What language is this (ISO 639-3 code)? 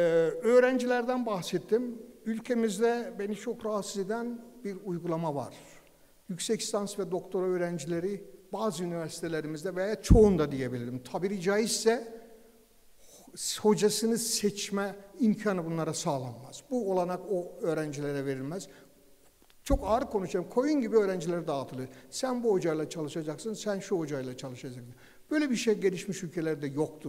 tur